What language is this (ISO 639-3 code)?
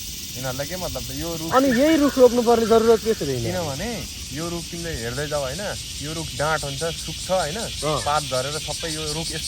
nep